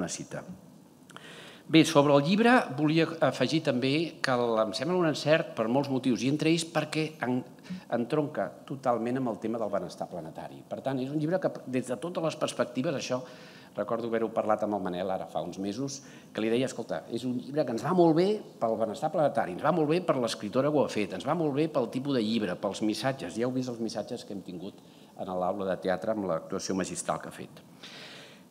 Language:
Catalan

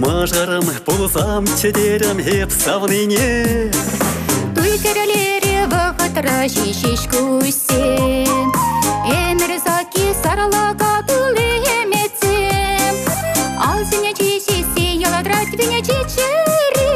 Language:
Chuvash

